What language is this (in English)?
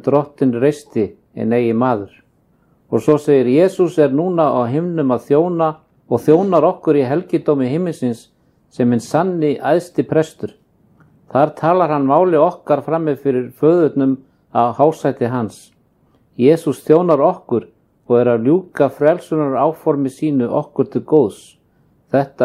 Icelandic